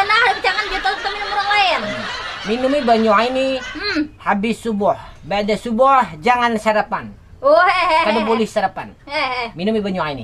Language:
Banjar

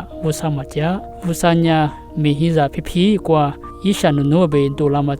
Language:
Lisu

